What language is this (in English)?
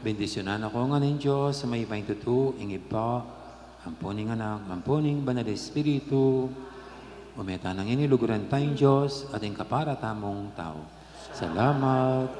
Pampanga